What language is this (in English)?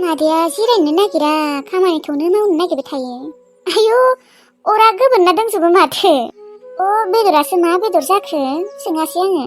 Bodo